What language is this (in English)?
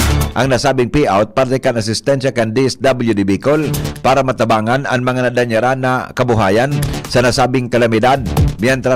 Bikol